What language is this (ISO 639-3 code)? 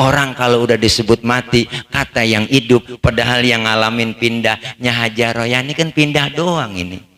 bew